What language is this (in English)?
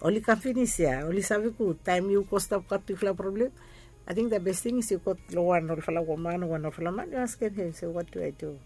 Bislama